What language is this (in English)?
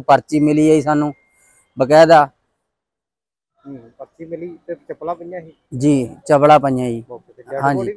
Punjabi